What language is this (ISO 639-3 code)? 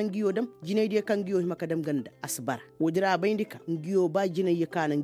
ses